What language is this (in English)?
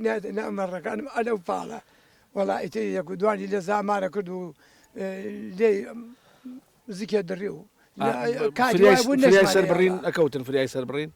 Central Kurdish